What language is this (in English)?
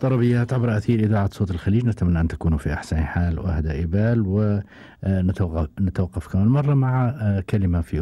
Gulf Arabic